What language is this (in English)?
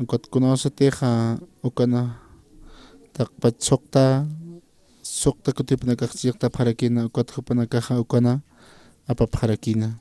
Aymara